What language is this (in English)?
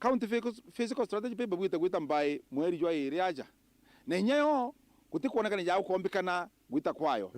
Meru